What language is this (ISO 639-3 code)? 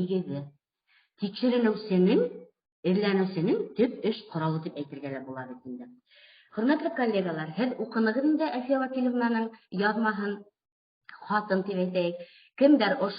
bak